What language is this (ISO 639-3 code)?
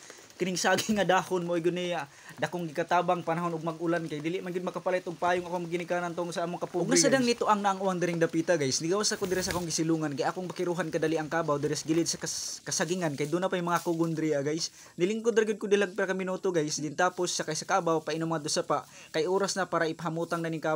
ceb